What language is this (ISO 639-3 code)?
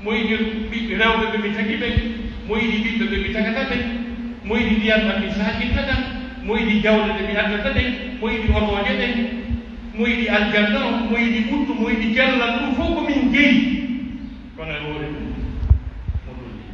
fuf